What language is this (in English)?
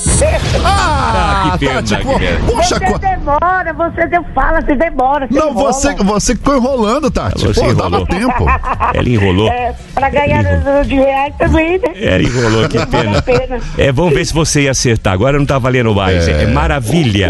Portuguese